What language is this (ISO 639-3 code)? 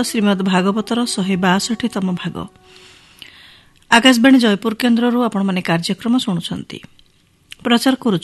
ori